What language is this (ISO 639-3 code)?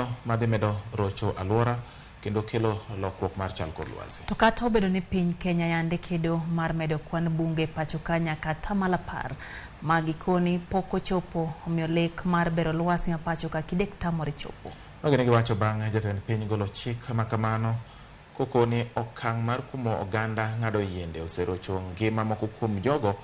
luo